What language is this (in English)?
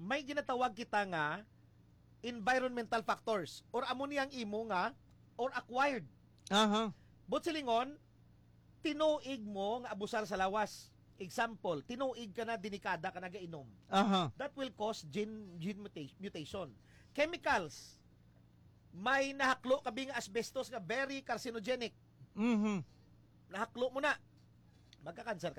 Hiligaynon